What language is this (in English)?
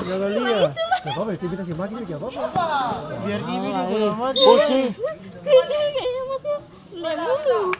Ambonese Malay